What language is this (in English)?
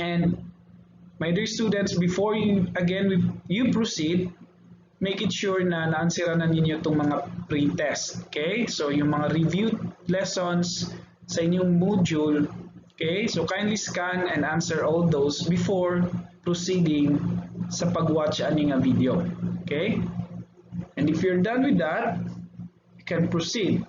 Cebuano